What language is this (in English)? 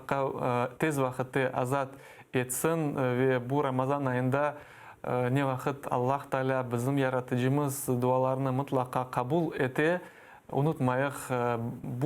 Crimean Tatar